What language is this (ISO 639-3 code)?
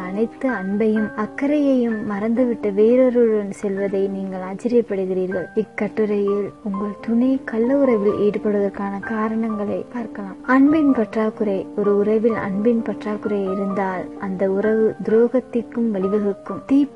tam